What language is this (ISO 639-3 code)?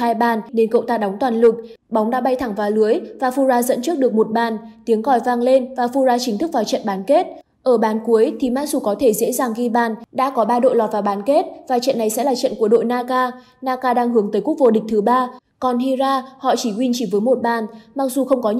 vie